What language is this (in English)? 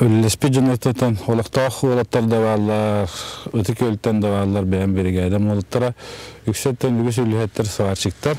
Yakut